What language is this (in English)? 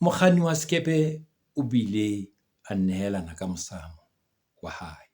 Southern Sotho